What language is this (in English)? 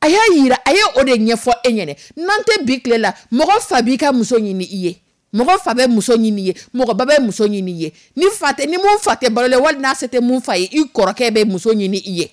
Dyula